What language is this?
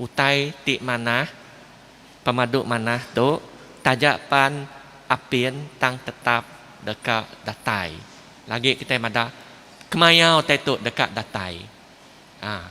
Iban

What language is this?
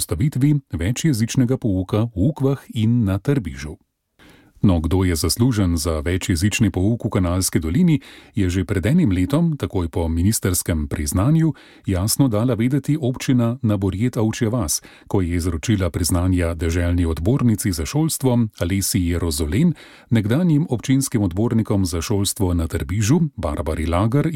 Slovenian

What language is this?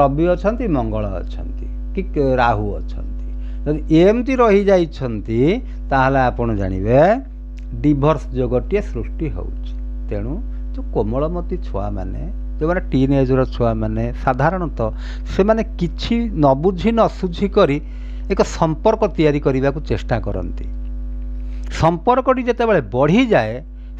Odia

